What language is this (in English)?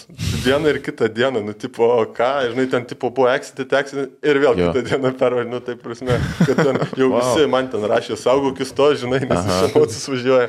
Lithuanian